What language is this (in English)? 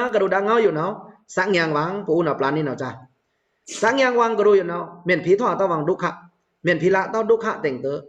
Pa'o Karen